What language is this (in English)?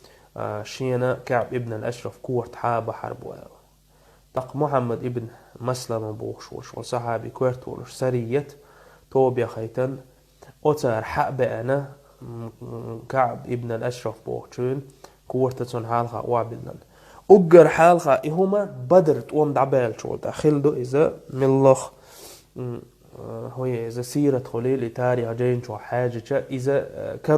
Chechen